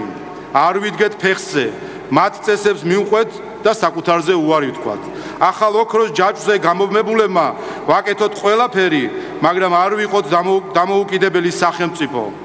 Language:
Georgian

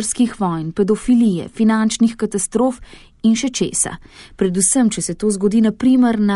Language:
Slovenian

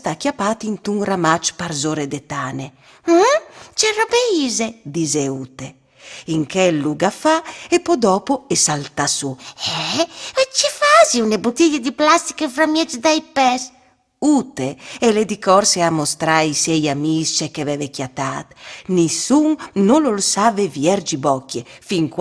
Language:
Friulian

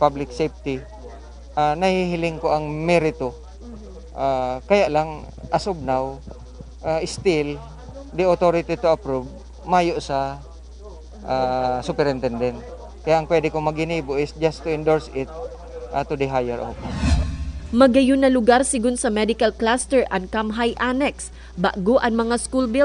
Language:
Bikol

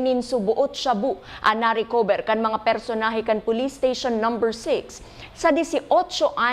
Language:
Bikol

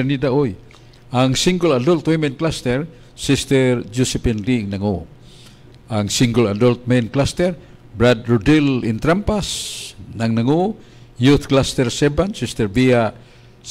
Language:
Cebuano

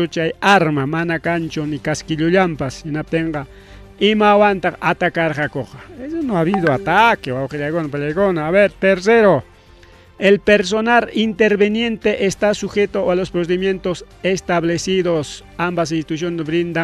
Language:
Ayacucho Quechua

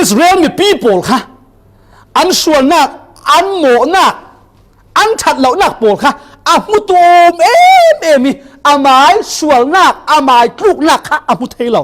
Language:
Falam Chin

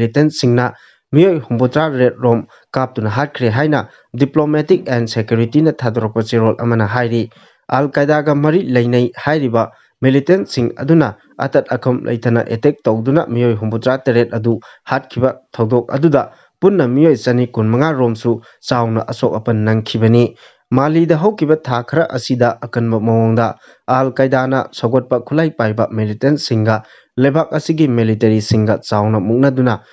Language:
Manipuri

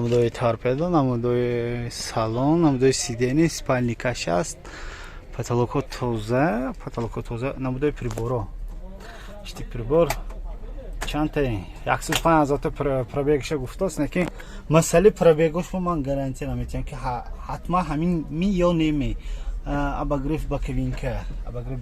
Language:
Tajik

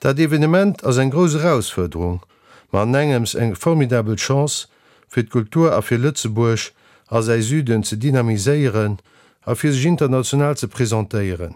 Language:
Luxembourgish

